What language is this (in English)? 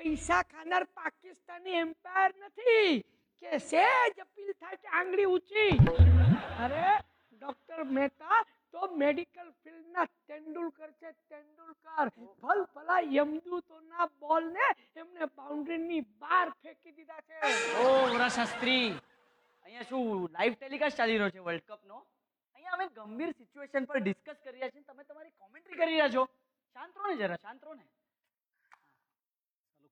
Gujarati